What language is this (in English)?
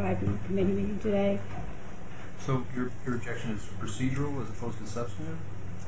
English